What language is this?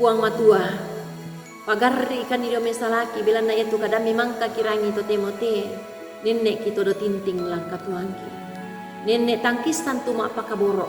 Toraja-Sa'dan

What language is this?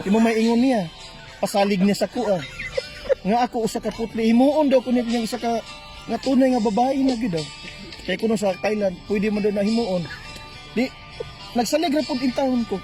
Cebuano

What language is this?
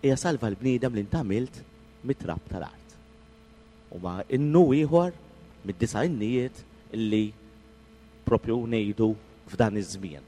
Maltese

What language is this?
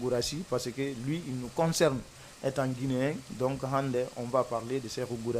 Fula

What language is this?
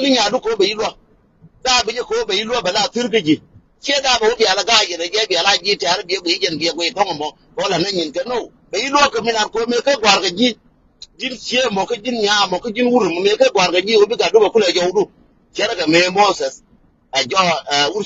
Nuer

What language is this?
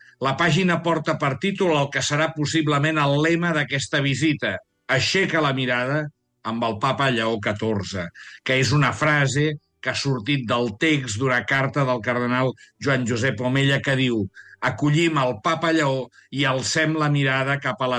Catalan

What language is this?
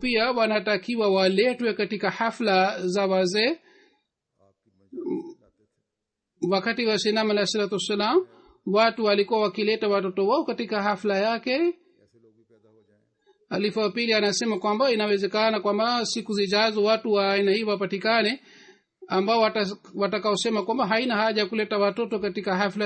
Swahili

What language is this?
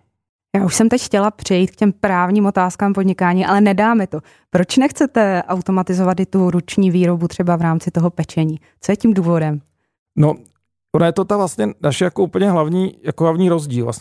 Czech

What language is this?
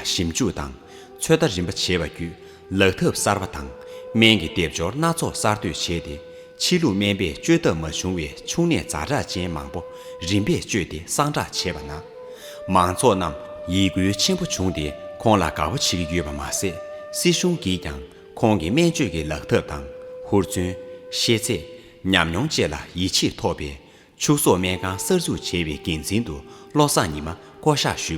Tibetan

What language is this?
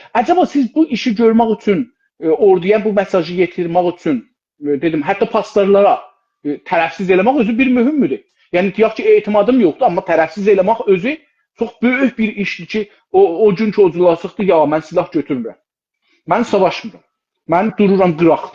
South Azerbaijani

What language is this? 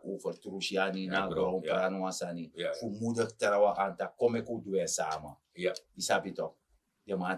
Sranan Tongo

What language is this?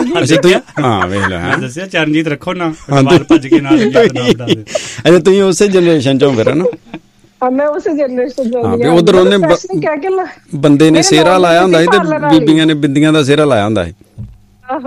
Punjabi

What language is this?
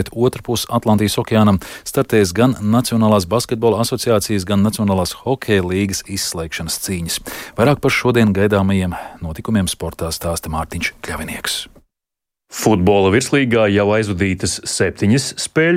Latvian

